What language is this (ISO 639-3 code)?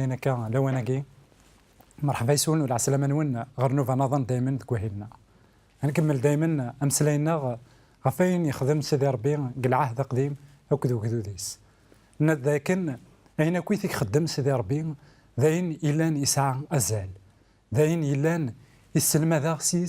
kab